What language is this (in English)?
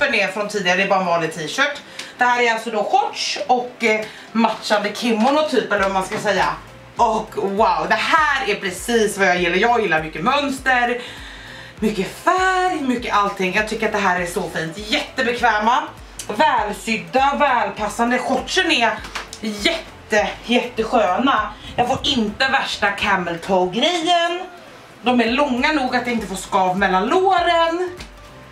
Swedish